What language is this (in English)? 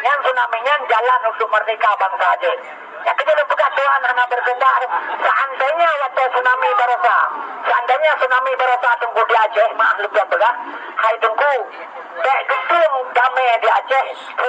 Achinese